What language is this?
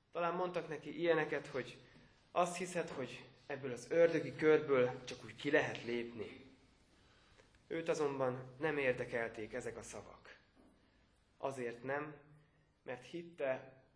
Hungarian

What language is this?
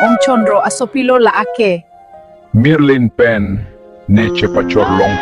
Karbi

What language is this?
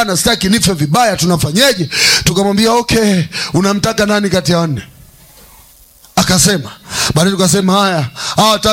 Swahili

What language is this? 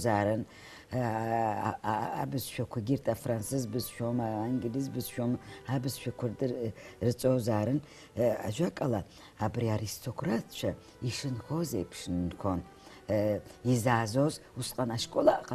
Abkhazian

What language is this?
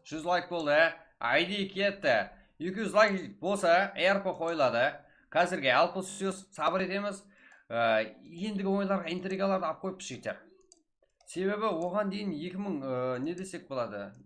Kara-Kalpak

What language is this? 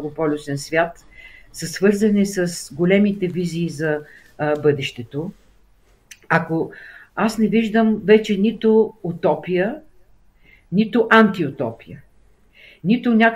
Bulgarian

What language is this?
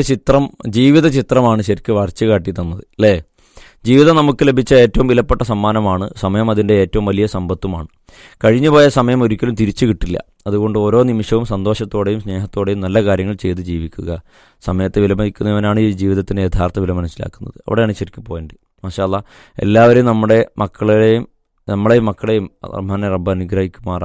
Malayalam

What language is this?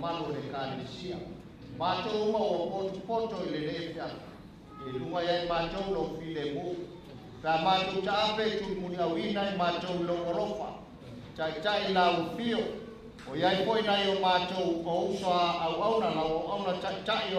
Samoan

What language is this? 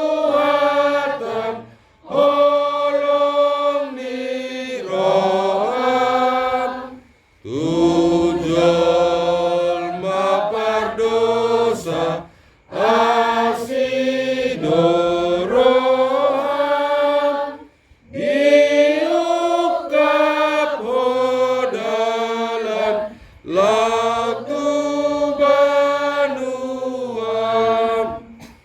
Batak Toba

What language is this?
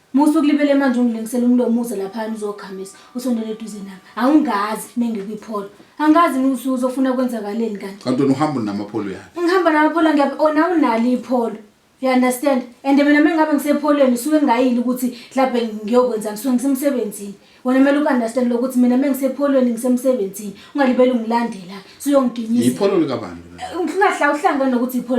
Zulu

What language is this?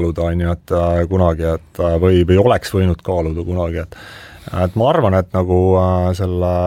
Estonian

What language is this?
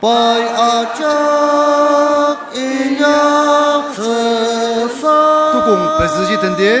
Ao Naga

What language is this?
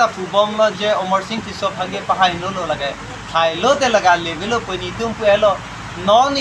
Karbi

